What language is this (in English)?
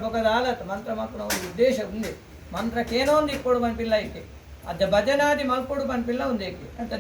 Tulu